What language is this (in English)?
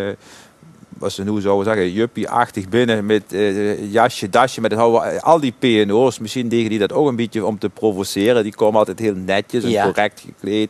Dutch